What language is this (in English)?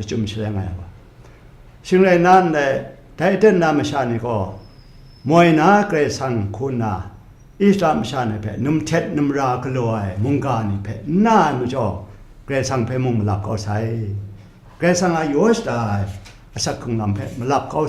Kachin